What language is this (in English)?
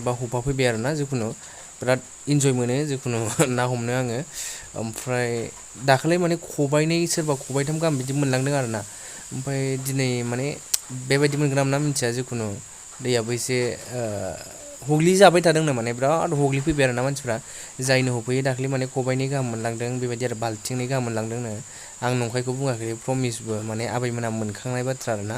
Bodo